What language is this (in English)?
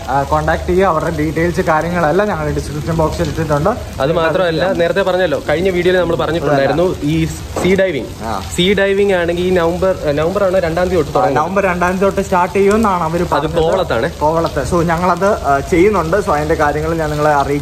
Malayalam